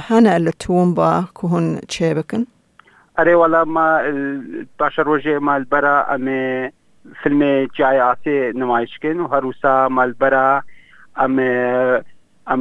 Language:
Kurdish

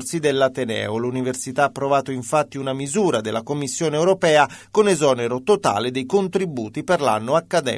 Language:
Italian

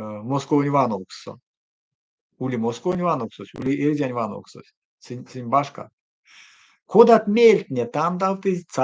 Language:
Erzya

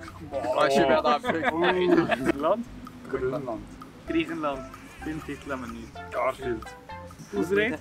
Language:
Swiss German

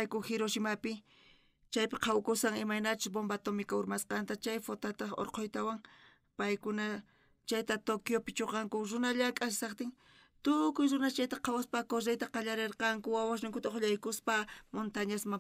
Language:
South Bolivian Quechua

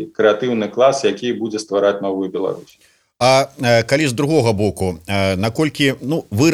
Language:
Belarusian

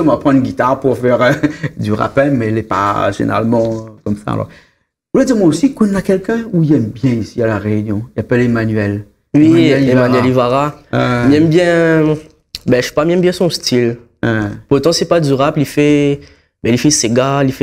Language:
Réunion Creole French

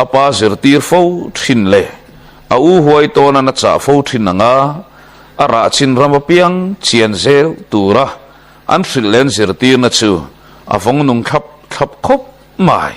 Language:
Mizo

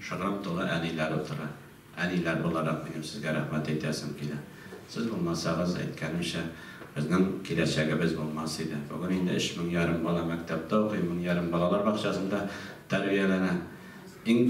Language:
Tatar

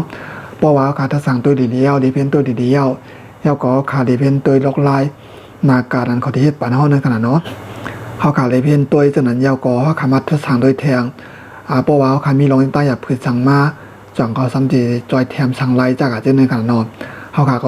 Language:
Shan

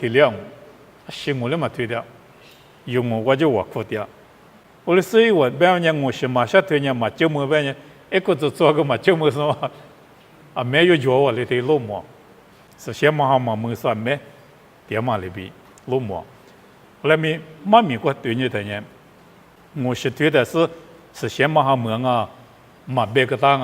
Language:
Lisu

